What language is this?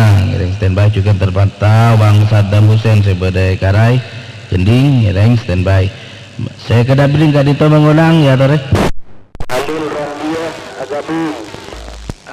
Madurese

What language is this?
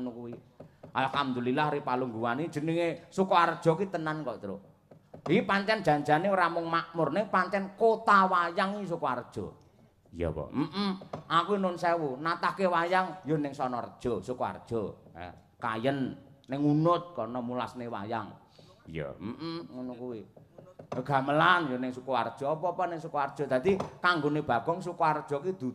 Javanese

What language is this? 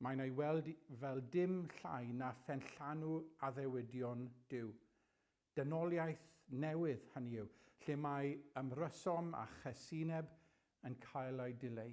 Welsh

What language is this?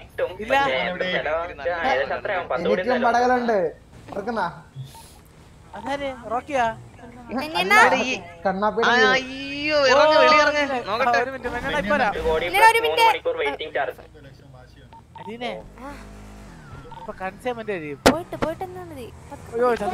Malayalam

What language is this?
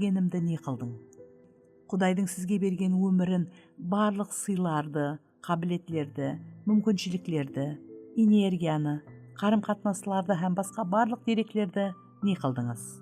Kara-Kalpak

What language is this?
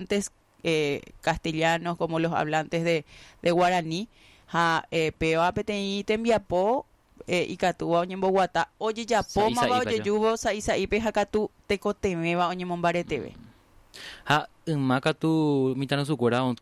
Guarani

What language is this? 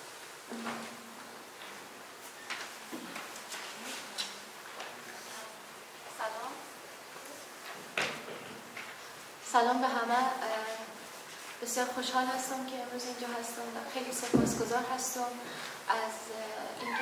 Persian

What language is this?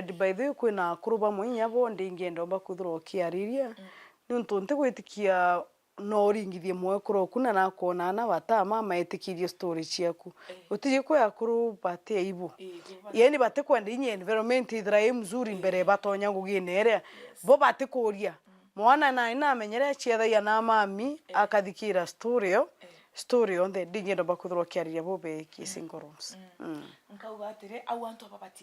Meru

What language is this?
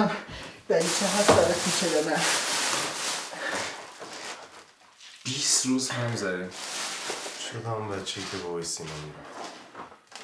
Persian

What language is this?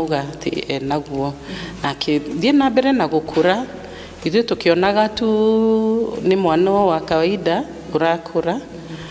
Kikuyu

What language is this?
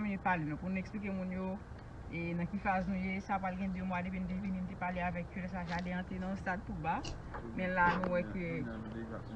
Haitian Creole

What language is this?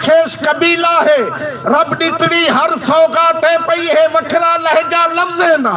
Saraiki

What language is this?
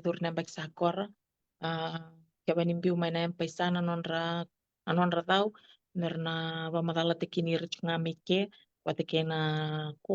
Fijian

